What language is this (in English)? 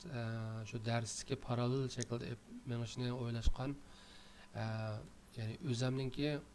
Uyghur